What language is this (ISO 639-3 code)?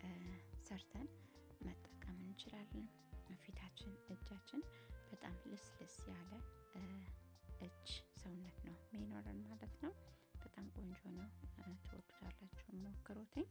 amh